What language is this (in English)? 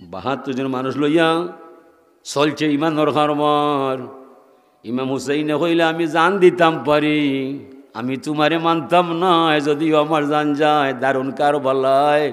Sylheti